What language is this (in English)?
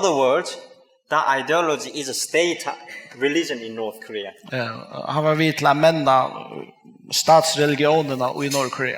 Faroese